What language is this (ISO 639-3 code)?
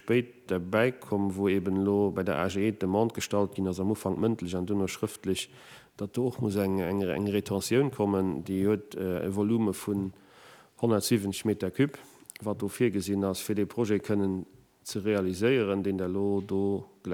ltz